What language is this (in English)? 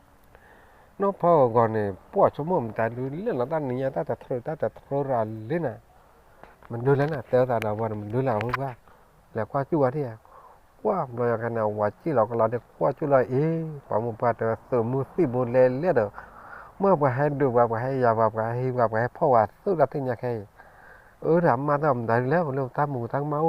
S'gaw Karen